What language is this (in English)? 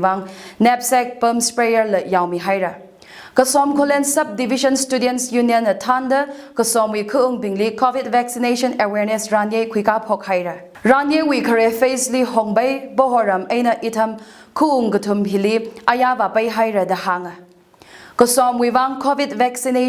Tangkhul Naga (India)